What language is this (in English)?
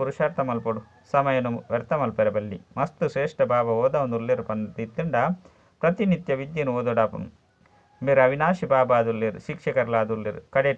Tulu